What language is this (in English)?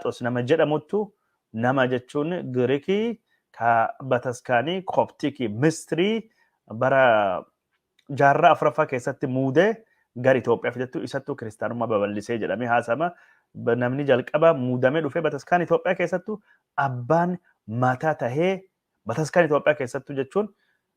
Oromo